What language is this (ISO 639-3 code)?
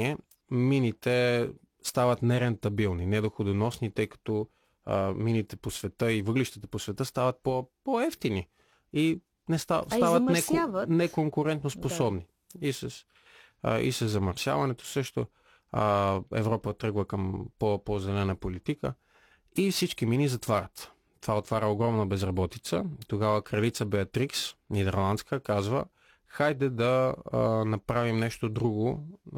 bul